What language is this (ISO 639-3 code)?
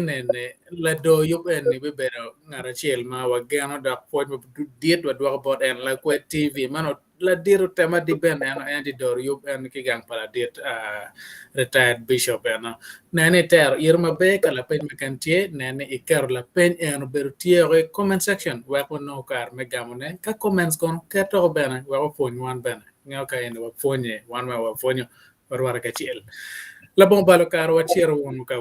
ach